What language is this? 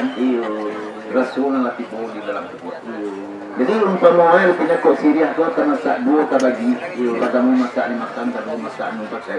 Minangkabau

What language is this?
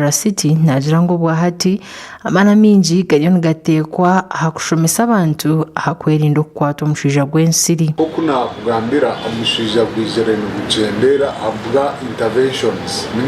Nyankole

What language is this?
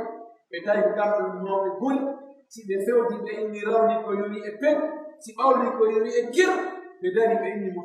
Pular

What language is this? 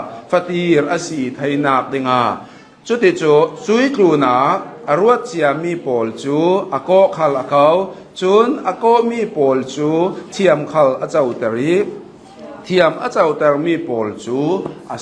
Hakha Chin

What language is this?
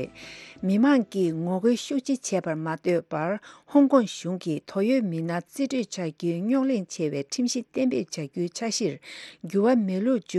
Tibetan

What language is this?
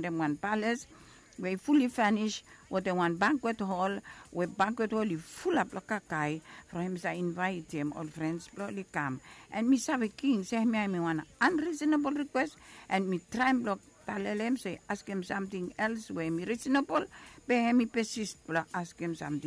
Bislama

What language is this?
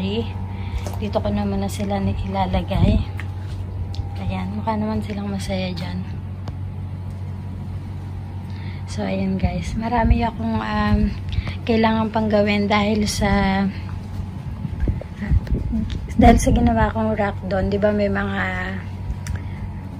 Filipino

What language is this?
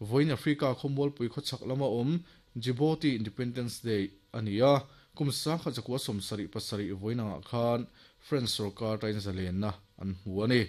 Mizo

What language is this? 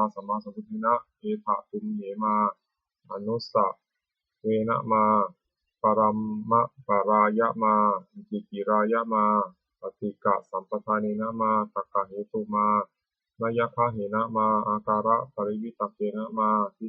Pali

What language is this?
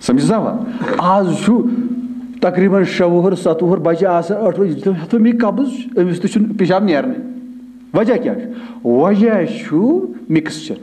Kashmiri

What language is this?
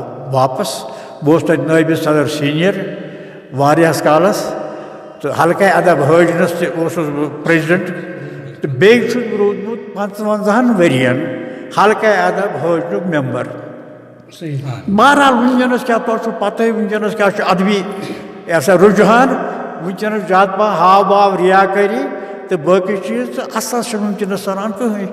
Kashmiri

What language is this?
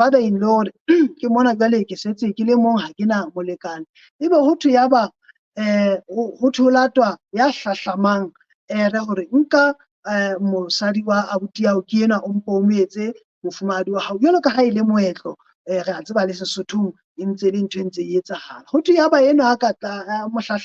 Southern Sotho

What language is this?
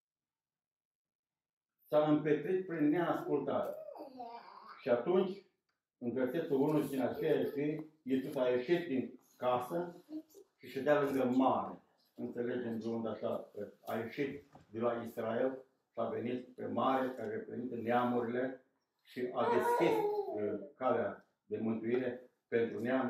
Romanian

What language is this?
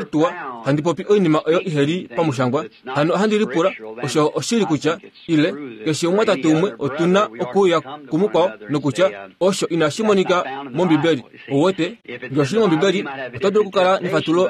Kuanyama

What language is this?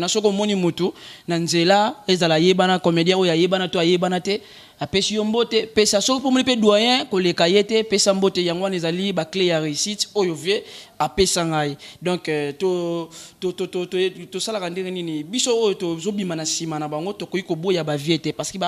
Lingala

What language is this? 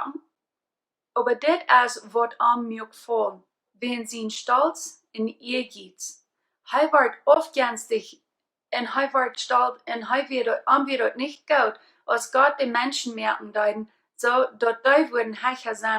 Plautdietsch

